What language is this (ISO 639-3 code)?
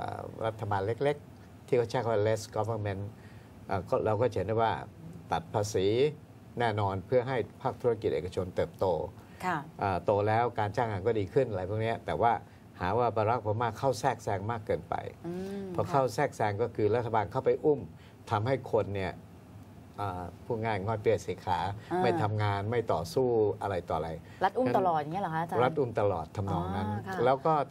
tha